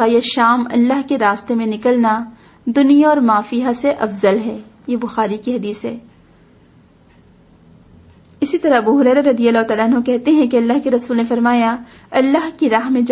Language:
Urdu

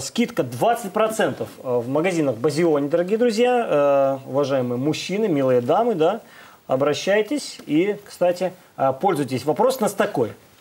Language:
Russian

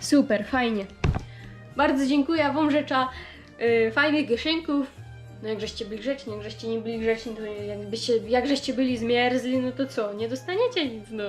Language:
Silesian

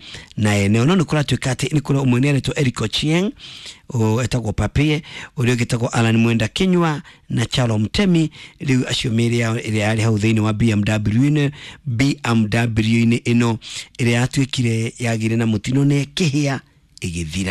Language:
Kikuyu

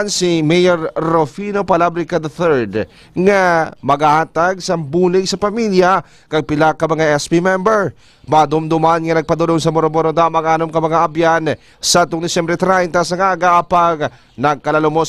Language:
Hiligaynon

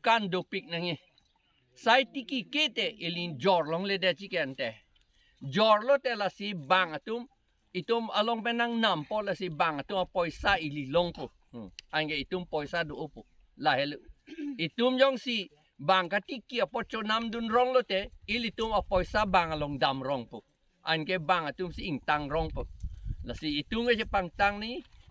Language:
Karbi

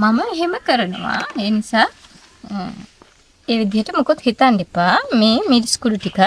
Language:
Sinhala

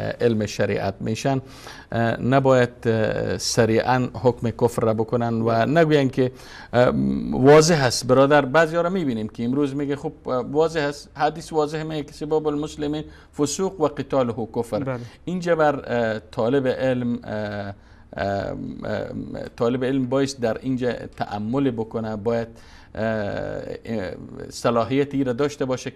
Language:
Persian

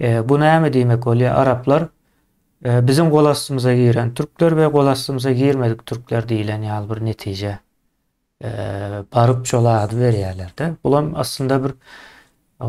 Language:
Turkmen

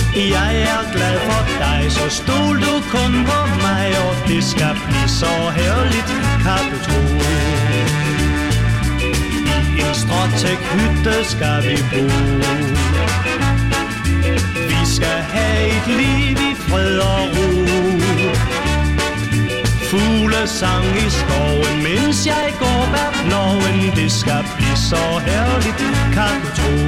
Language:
Danish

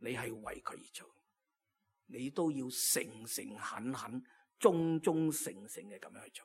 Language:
Cantonese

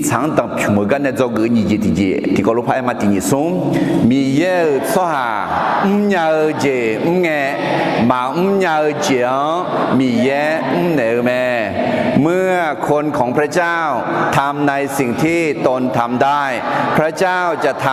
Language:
Akha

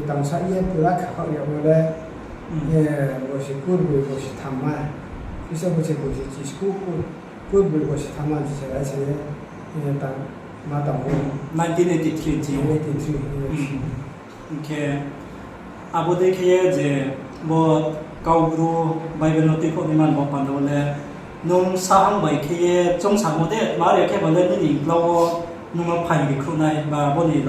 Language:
Riang (India)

